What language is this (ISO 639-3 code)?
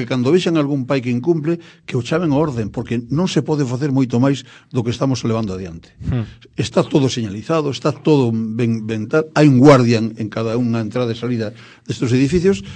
glg